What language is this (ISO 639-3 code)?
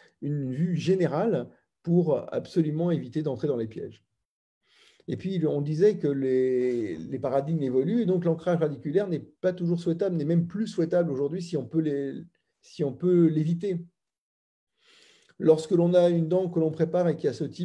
fra